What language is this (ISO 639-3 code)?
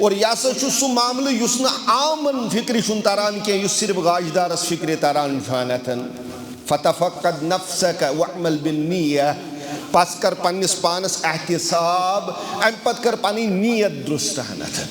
kas